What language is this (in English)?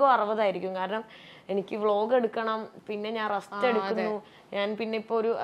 Malayalam